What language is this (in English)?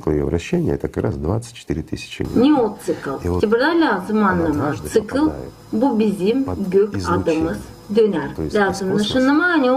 Gagauz